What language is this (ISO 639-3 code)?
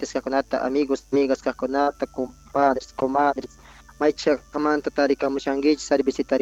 que